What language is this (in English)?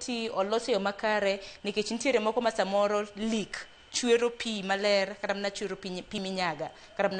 Luo (Kenya and Tanzania)